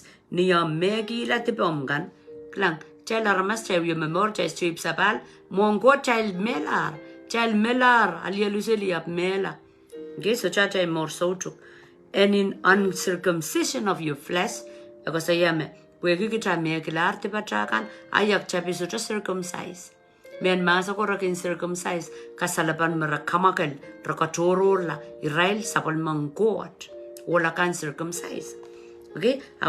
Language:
Pohnpeian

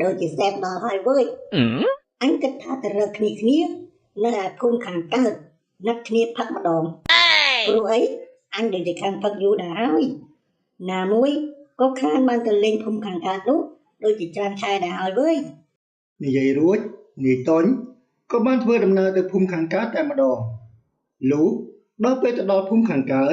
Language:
Khmer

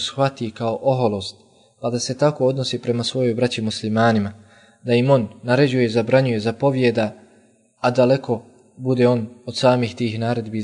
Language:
Bosnian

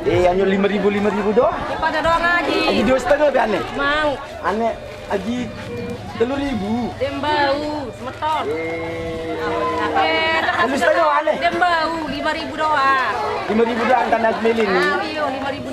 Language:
Sasak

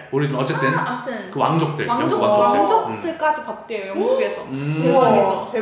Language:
Korean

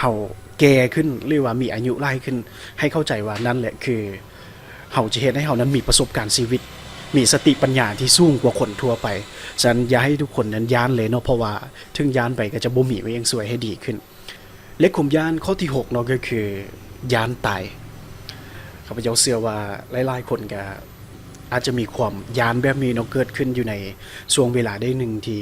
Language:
Lao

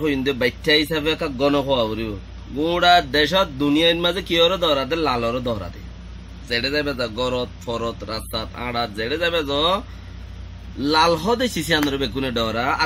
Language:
Rohingya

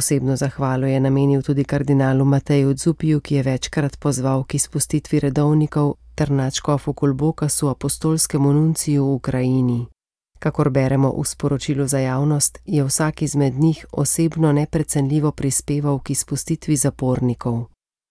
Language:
Slovenian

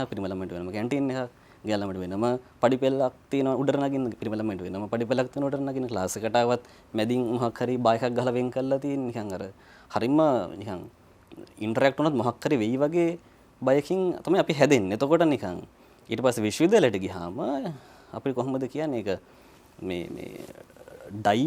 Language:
Sinhala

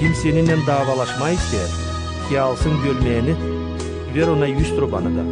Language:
Gagauz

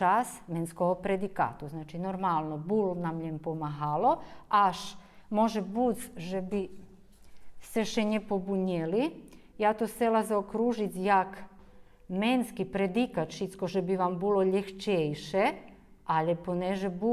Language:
Rusyn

